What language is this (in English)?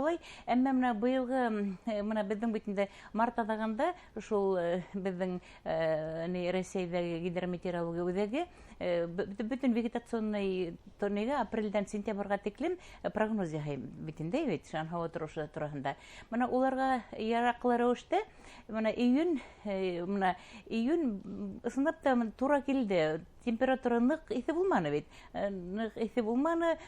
Bashkir